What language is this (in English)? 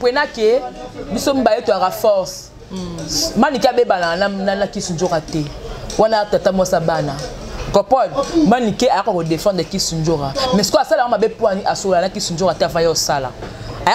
Lingala